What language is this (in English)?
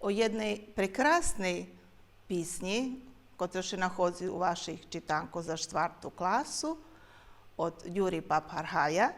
Rusyn